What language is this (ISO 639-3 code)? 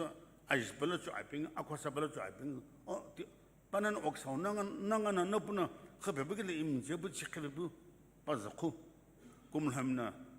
nsm